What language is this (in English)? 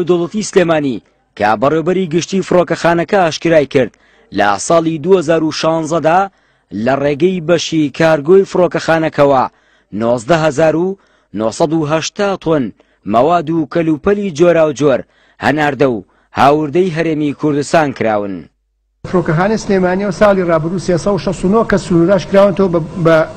Central Kurdish